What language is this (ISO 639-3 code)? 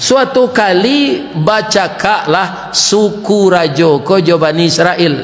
min